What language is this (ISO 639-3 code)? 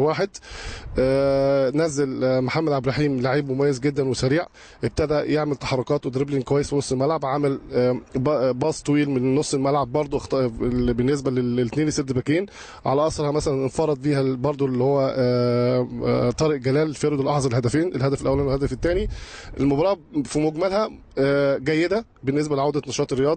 arz